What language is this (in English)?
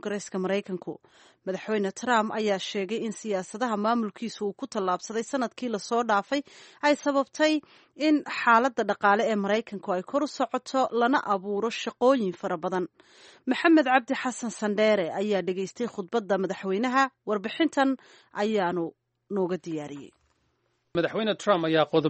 Somali